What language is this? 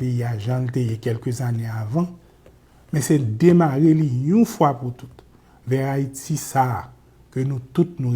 Haitian Creole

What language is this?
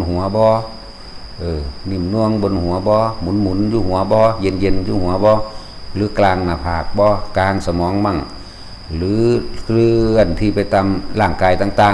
Northeastern Thai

